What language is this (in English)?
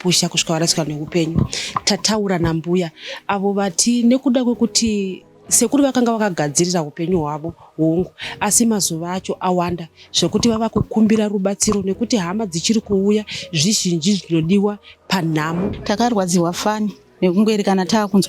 Shona